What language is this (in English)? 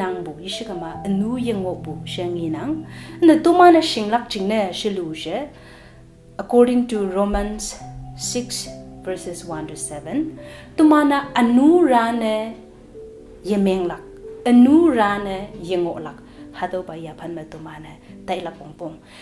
Konyak Naga